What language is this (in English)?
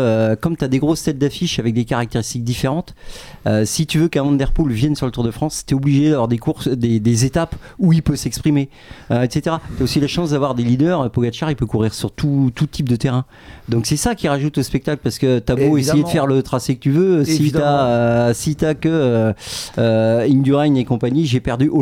French